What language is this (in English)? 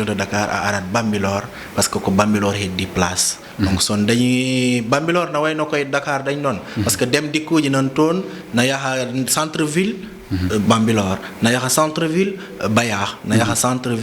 Fula